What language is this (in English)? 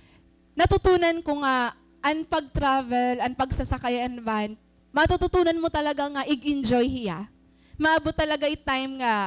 Waray